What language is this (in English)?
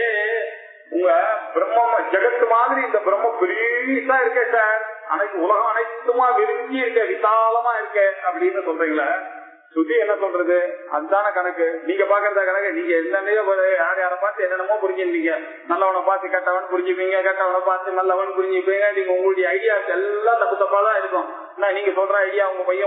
Tamil